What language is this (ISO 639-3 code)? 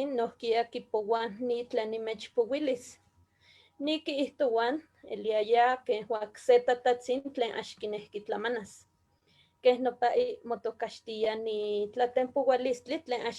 nhe